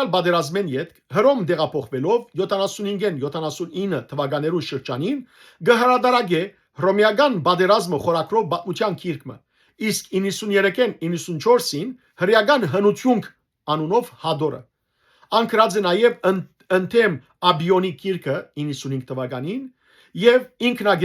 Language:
Western Armenian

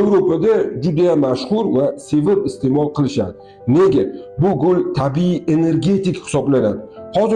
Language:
Uzbek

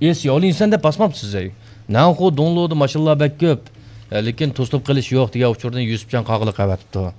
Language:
Uyghur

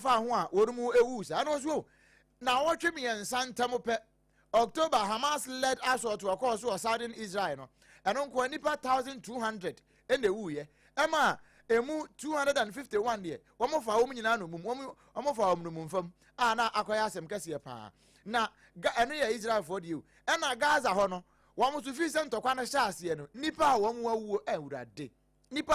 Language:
Akan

